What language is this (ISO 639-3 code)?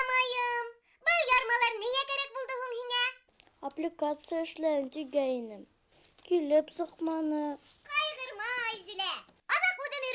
bak